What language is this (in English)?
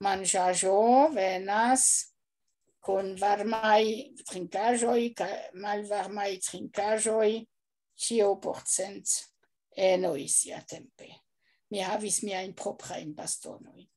Esperanto